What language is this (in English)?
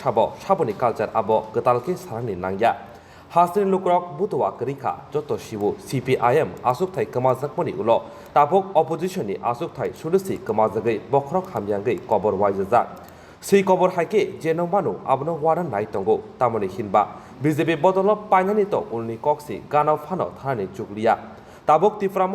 Kok Borok